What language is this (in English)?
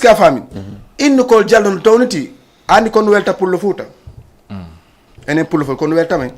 Fula